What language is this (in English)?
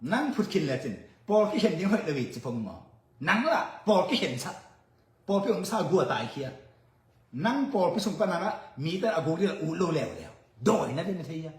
Tedim Chin